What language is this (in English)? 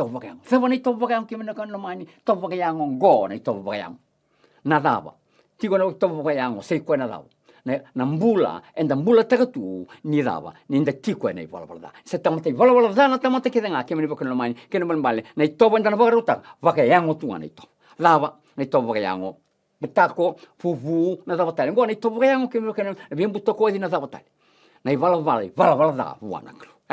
Fijian